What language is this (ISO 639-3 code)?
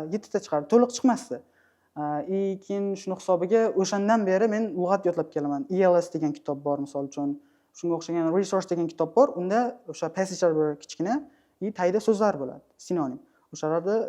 uzb